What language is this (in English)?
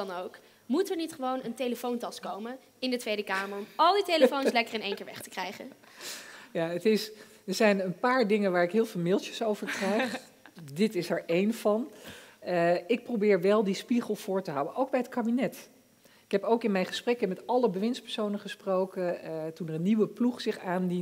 Dutch